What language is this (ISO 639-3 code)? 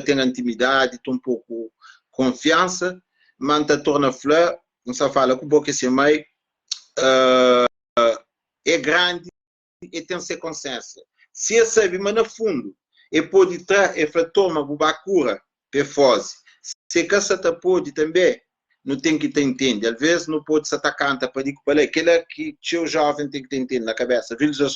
kea